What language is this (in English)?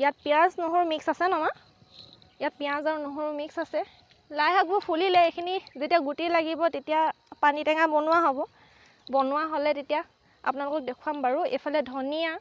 Assamese